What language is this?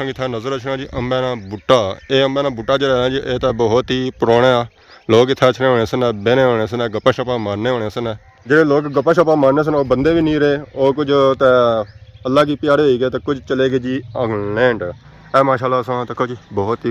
Pahari-Potwari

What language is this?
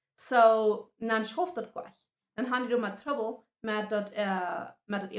Plautdietsch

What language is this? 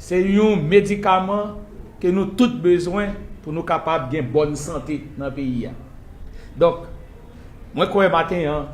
Haitian Creole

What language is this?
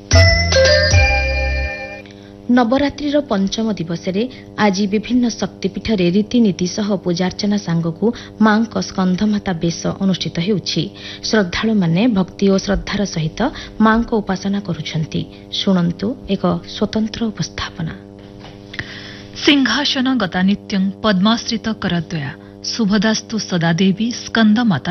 Odia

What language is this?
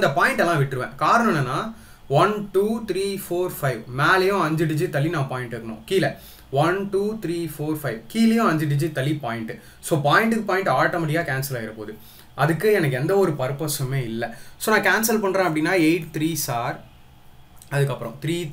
Tamil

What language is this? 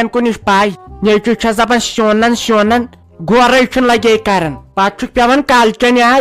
Kashmiri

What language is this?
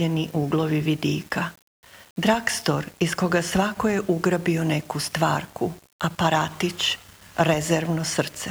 Serbian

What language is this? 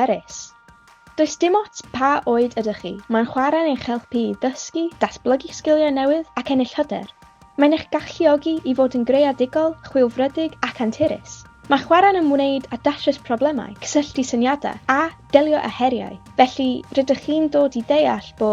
Welsh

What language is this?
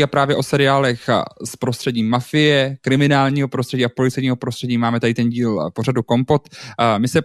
Czech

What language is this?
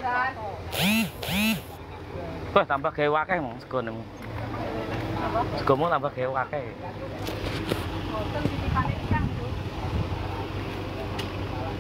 Javanese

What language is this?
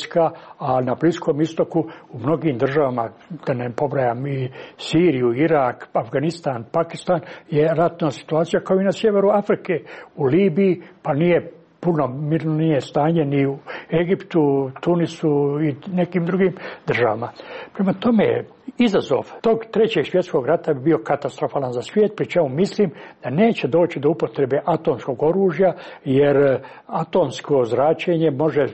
Croatian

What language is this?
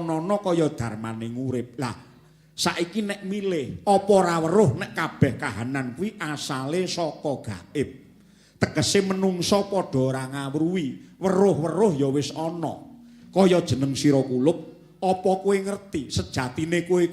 Javanese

